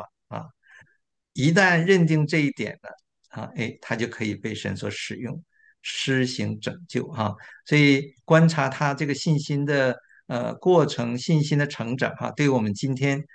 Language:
Chinese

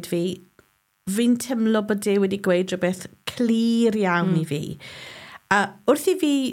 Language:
Welsh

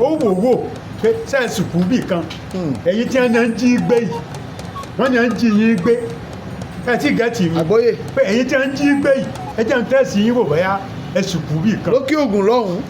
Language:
Yoruba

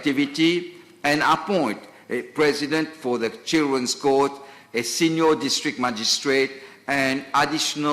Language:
Morisyen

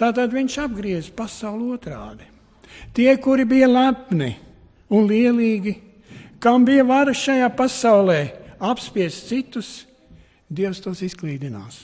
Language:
Latvian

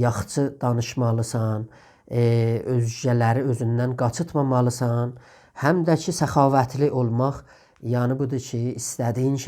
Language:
South Azerbaijani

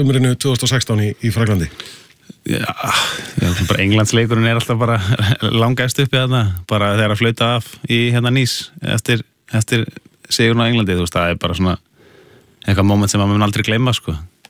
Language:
Icelandic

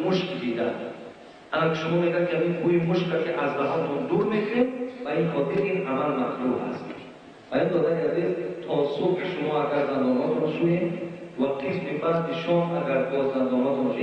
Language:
Tajik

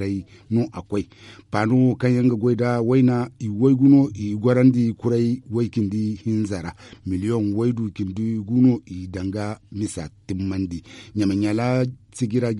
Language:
Zarma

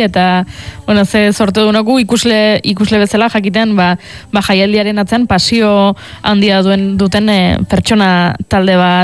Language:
Basque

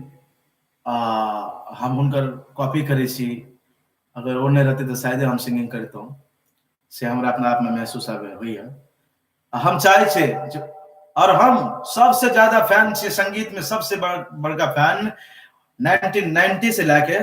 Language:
Maithili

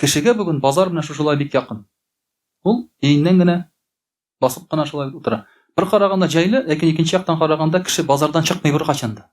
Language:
Tatar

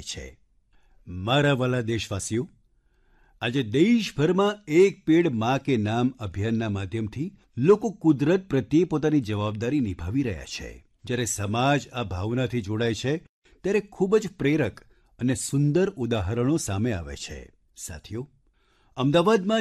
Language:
Gujarati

